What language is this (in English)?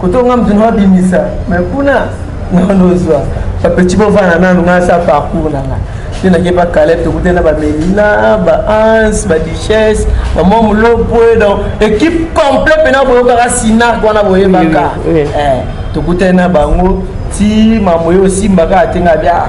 Lingala